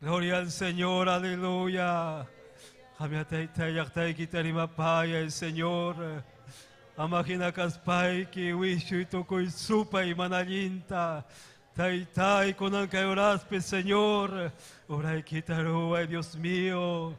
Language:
Ayacucho Quechua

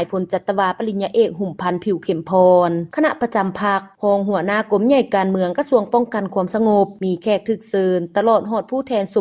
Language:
Lao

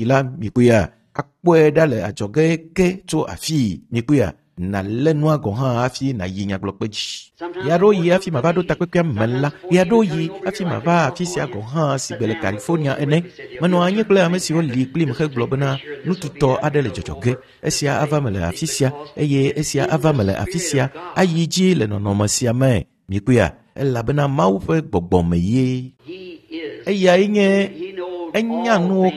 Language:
Ewe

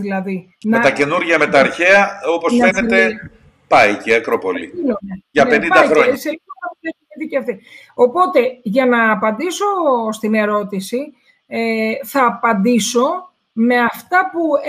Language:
Greek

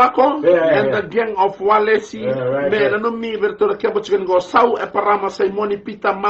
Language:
Fijian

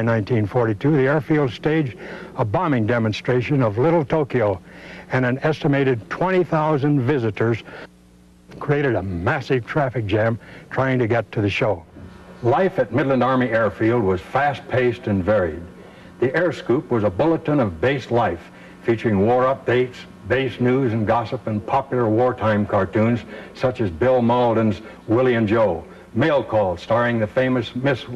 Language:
English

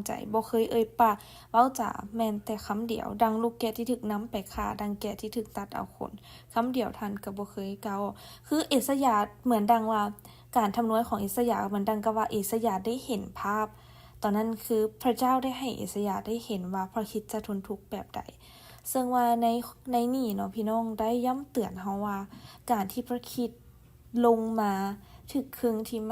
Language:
Lao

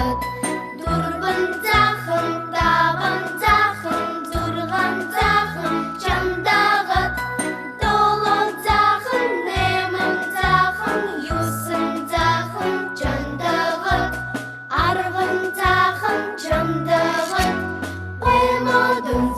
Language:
Buriat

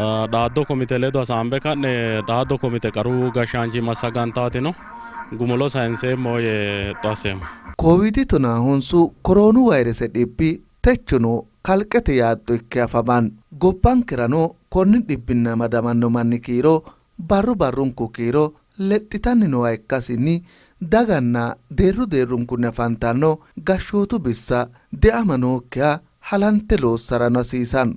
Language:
Sidamo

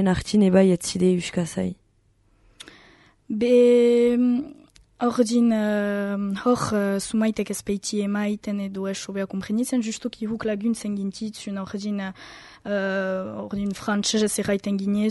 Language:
Basque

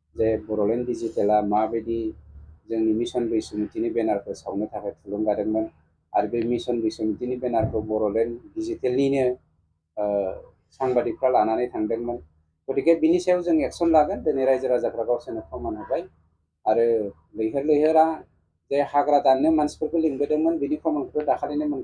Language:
Bodo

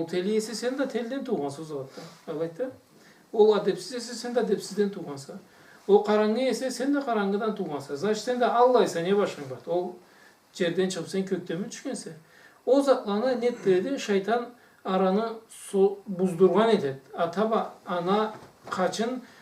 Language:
Karachay-Balkar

